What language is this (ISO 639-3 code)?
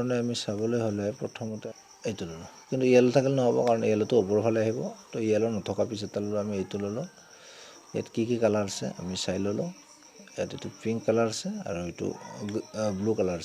asm